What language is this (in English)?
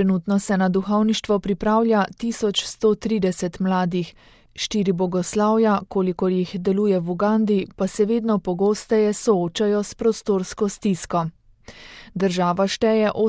Slovenian